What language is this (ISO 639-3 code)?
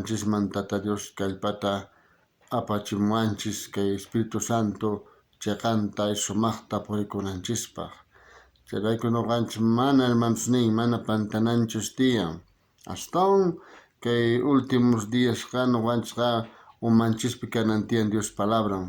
quh